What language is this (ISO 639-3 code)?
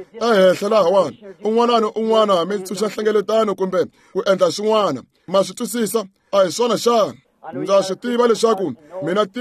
tso